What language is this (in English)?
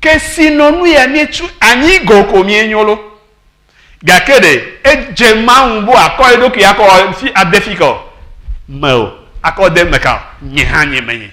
Ewe